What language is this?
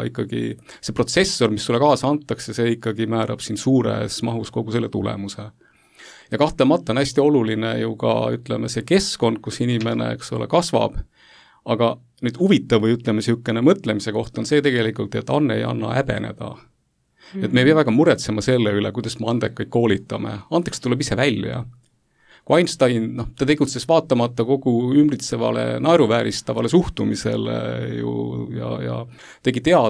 Estonian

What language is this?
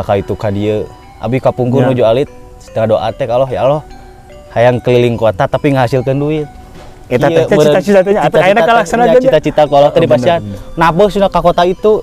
Sundanese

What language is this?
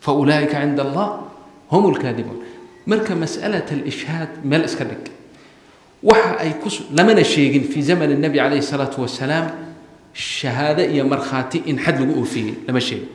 Somali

